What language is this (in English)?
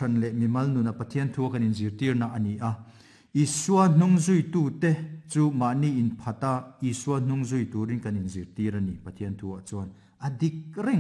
Mizo